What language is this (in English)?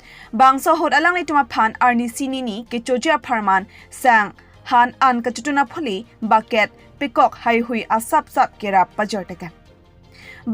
Karbi